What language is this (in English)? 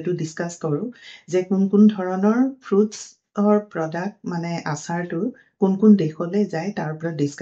Assamese